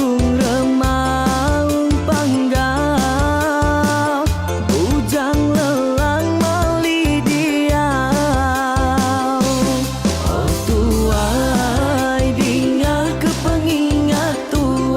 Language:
Iban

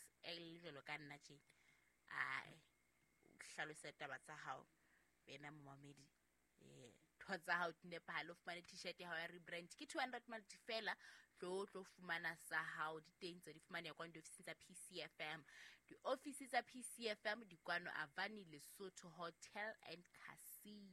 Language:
Southern Sotho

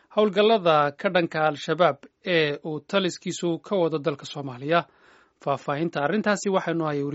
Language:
Somali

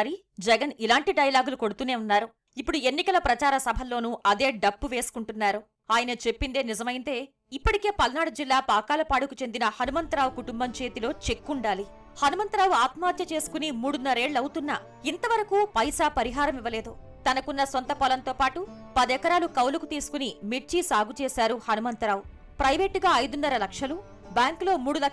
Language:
Telugu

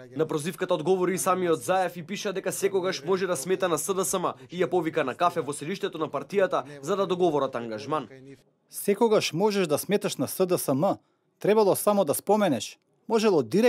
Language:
Macedonian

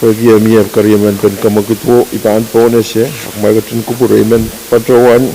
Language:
Pohnpeian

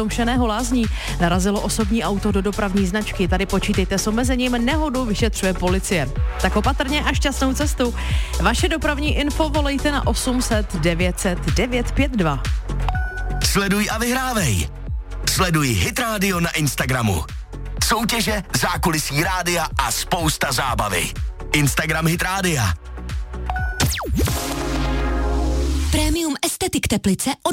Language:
Czech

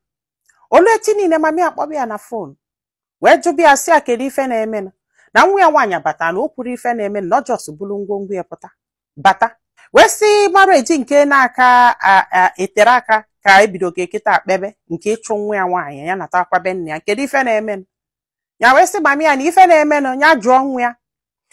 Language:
Igbo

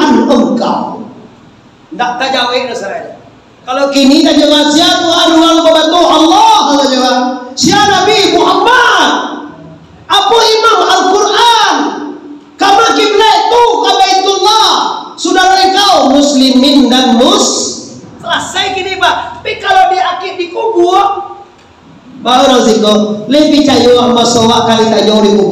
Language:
Minangkabau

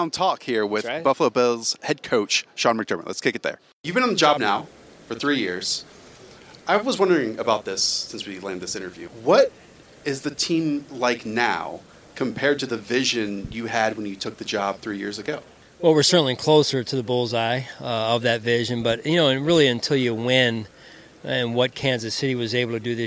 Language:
English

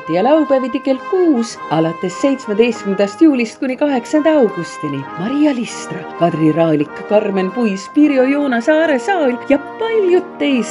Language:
Estonian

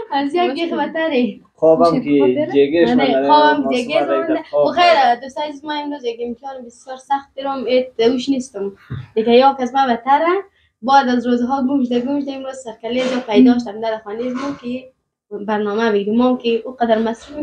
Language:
Persian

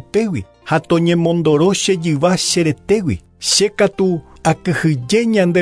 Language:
Guarani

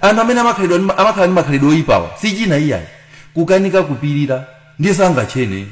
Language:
Nyanja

